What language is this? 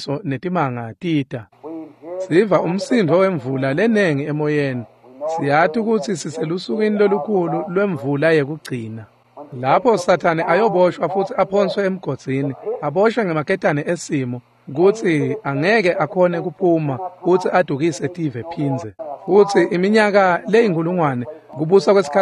Swati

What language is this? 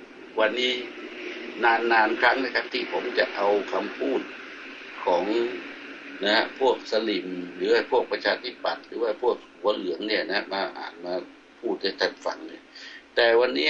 Thai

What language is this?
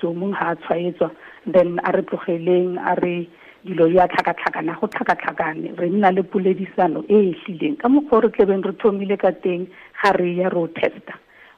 Tswana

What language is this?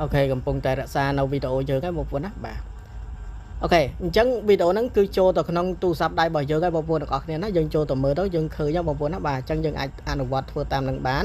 Khmer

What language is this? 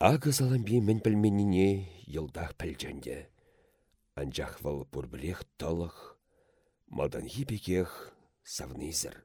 Chuvash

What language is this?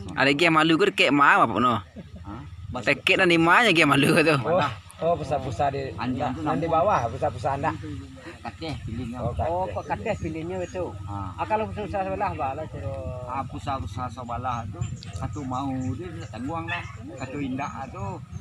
Minangkabau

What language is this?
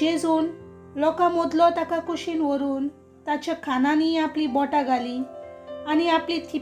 Konkani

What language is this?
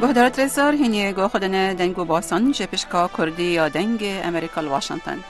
Central Kurdish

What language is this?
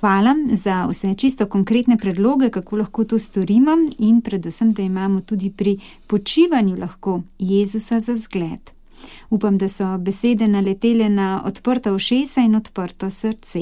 Slovenian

